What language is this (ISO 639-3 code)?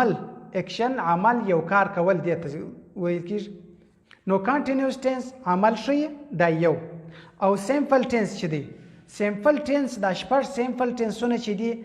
pus